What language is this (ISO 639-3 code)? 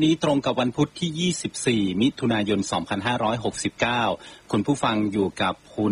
tha